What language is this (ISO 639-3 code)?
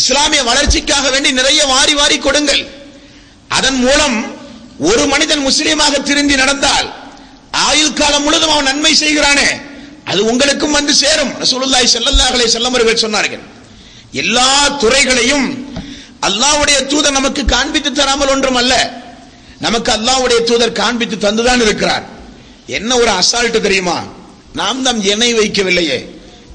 tam